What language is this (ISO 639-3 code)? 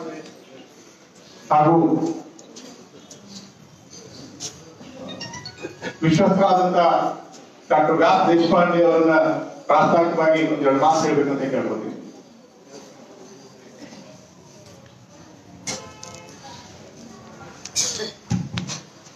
kan